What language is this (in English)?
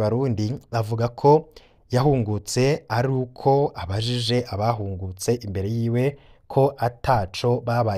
Rundi